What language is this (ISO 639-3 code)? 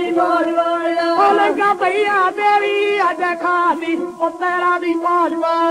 pan